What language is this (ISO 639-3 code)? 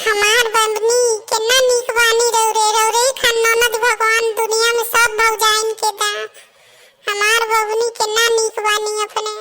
bho